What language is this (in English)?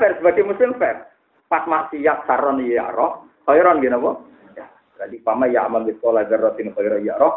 Indonesian